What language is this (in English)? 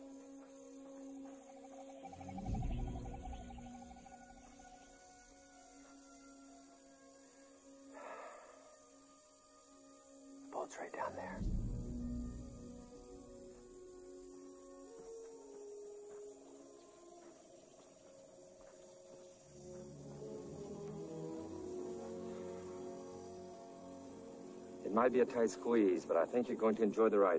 English